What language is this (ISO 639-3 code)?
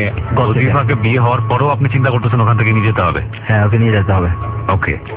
ben